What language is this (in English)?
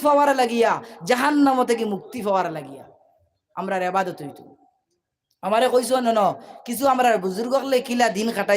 Sylheti